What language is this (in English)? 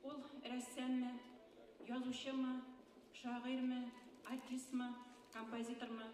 Bashkir